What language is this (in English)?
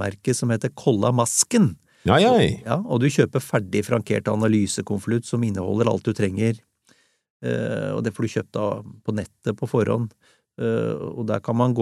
Norwegian